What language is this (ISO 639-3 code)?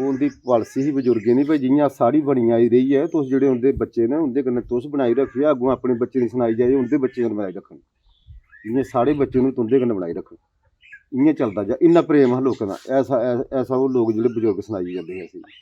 doi